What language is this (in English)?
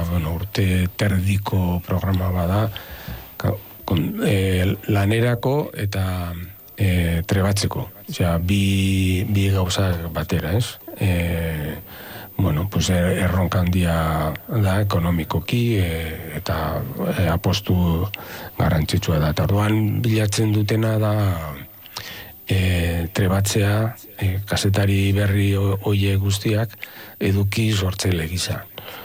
Basque